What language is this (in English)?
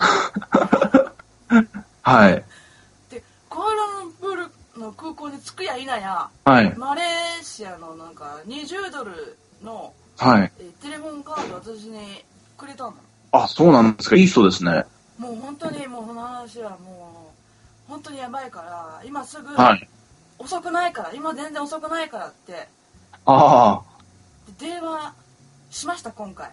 Japanese